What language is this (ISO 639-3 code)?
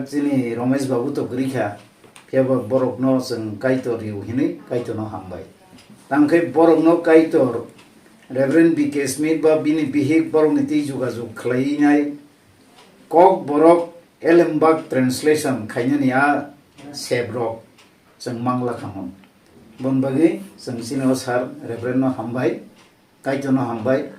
trp